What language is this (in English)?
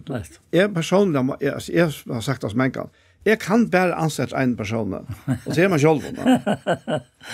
Faroese